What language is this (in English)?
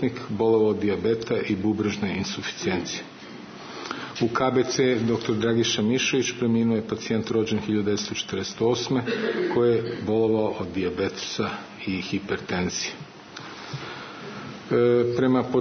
Serbian